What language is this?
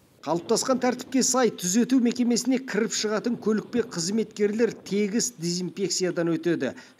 Kazakh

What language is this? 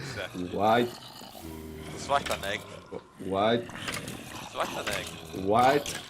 Faroese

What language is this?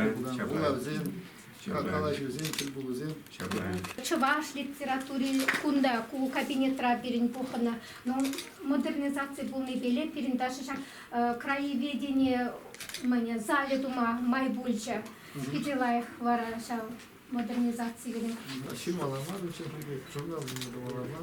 Chuvash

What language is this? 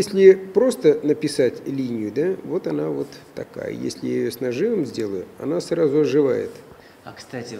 Russian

